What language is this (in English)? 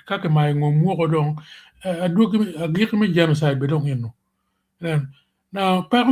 Acoli